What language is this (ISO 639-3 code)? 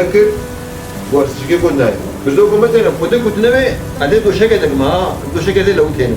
kur